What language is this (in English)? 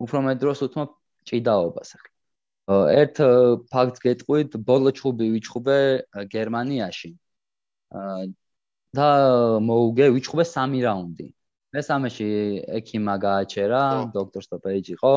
Georgian